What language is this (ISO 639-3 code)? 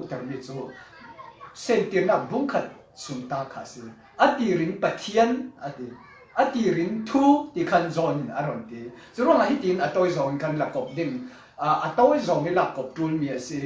cfm